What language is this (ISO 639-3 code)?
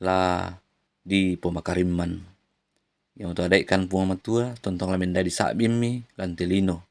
sda